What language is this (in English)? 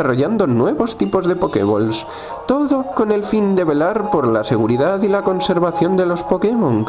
Spanish